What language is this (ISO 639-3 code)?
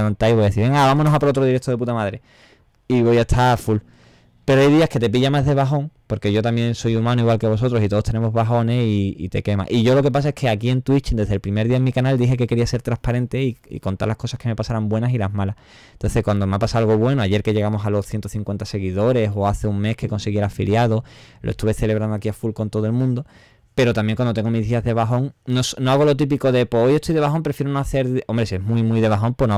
spa